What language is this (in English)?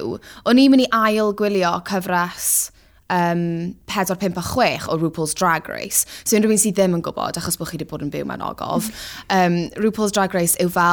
Welsh